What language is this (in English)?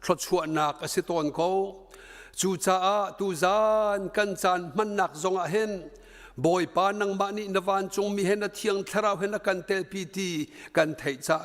Hakha Chin